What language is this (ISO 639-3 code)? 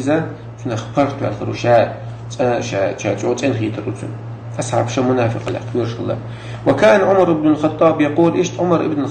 che